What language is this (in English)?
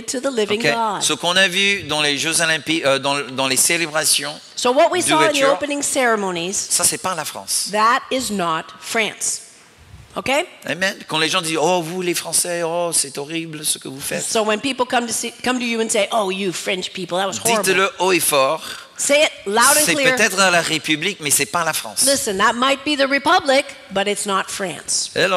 French